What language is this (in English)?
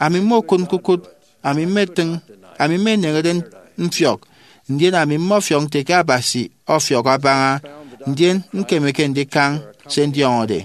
Efik